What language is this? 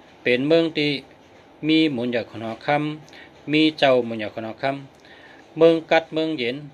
Shan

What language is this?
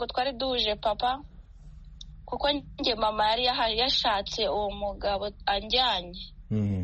Kinyarwanda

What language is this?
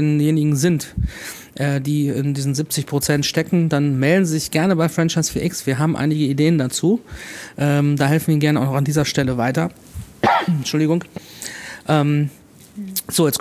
German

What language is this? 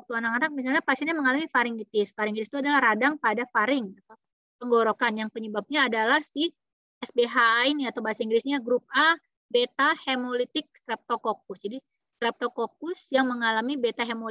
Indonesian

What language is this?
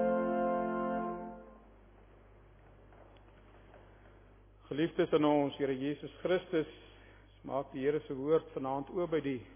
Afrikaans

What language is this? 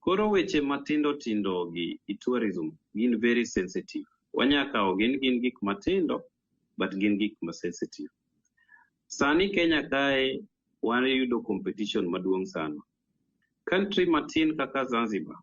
Luo (Kenya and Tanzania)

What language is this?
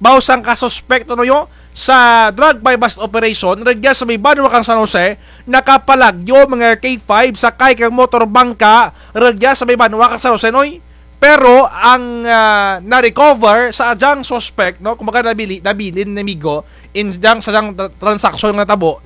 Kinaray-a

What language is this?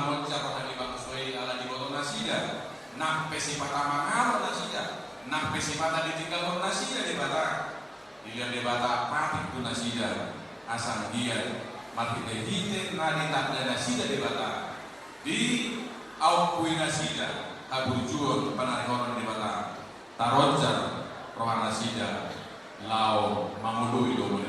Batak Toba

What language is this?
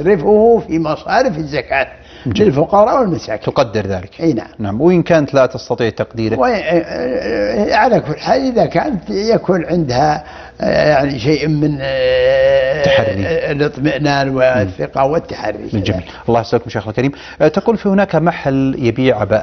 Arabic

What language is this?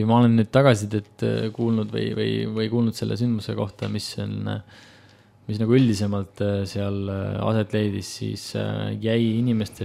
Estonian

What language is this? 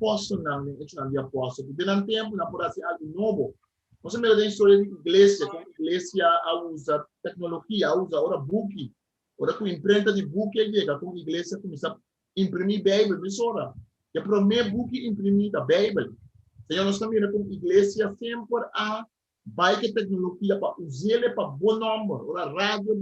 Papiamento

